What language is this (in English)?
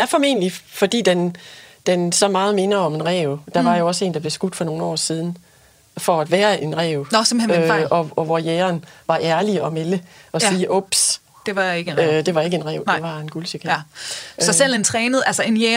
Danish